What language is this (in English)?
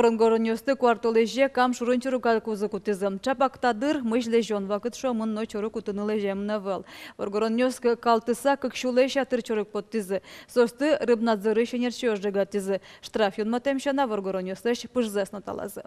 Udmurt